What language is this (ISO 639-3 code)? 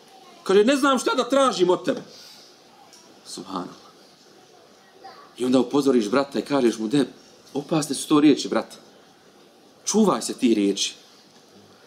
bos